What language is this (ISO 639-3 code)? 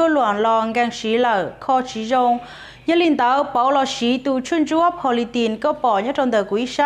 hmn